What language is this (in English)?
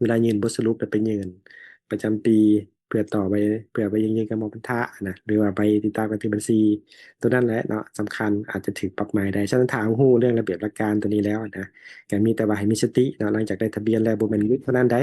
Lao